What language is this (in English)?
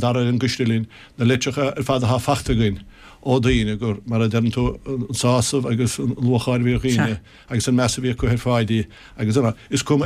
Irish